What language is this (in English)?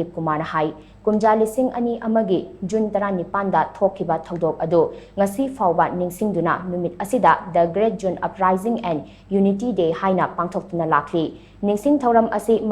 Manipuri